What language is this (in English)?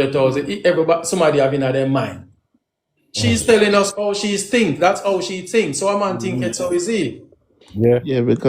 Jamaican Creole English